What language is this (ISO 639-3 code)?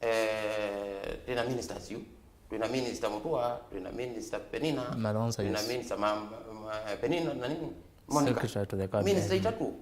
kam